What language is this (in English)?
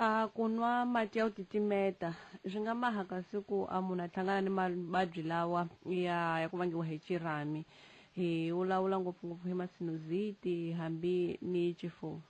Tsonga